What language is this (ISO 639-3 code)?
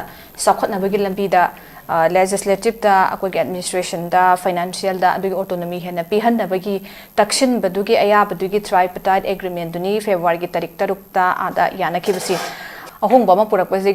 mni